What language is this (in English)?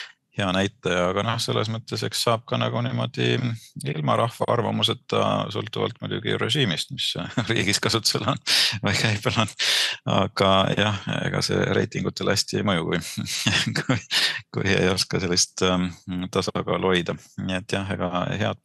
Estonian